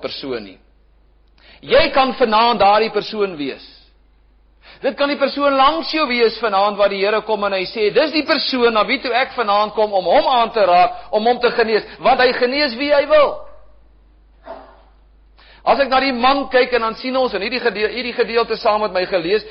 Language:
Afrikaans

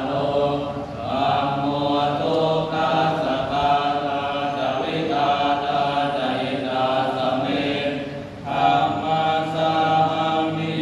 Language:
Pali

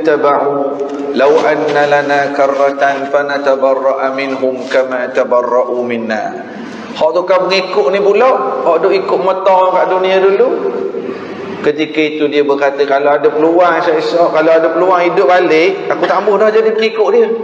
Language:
Malay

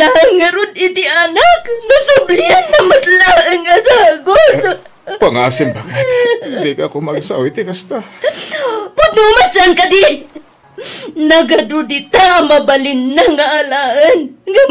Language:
Iloko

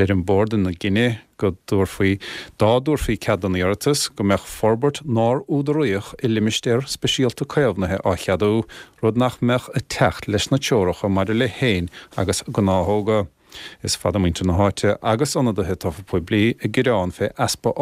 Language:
Irish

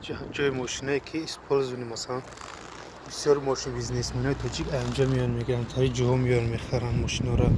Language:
Tajik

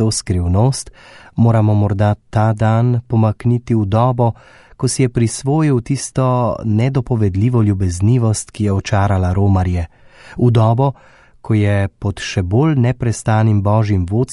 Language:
Slovenian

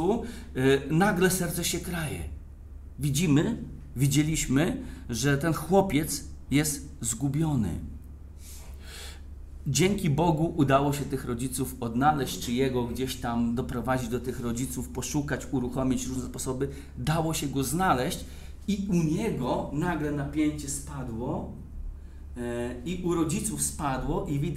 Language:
Polish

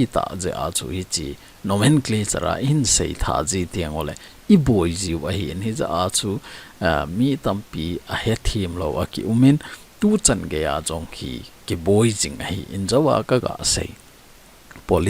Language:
Thado Chin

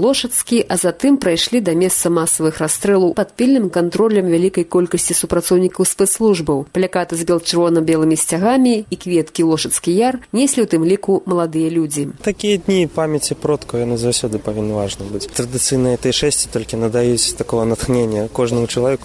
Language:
Belarusian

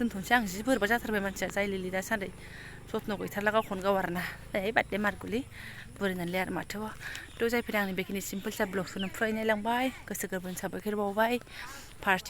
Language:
Bodo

